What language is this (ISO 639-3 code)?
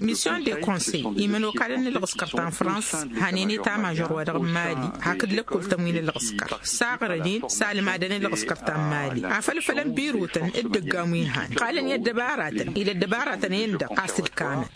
taq